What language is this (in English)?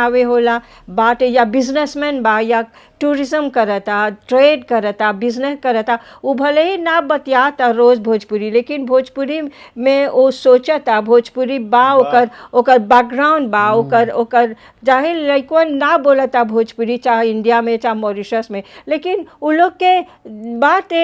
Bhojpuri